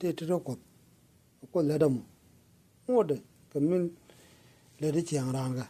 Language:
Nuer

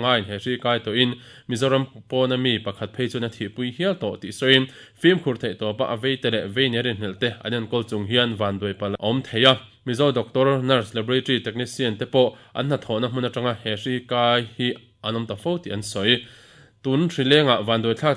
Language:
Mizo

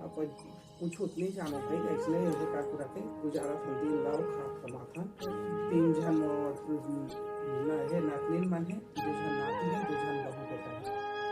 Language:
Chhattisgarhi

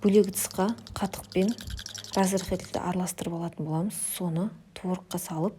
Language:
Kazakh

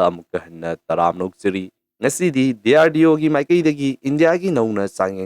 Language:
Manipuri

